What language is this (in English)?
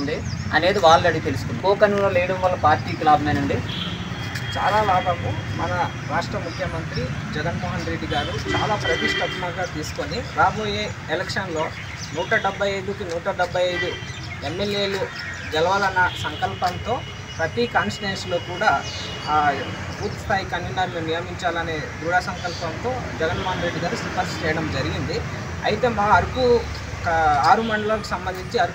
Telugu